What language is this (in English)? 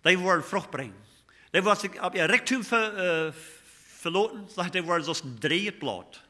Plautdietsch